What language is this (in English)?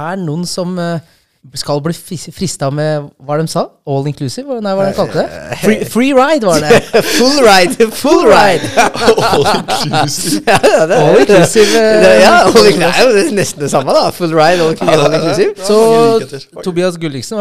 Norwegian